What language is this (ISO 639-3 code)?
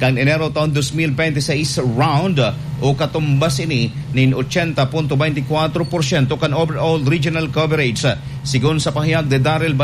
bik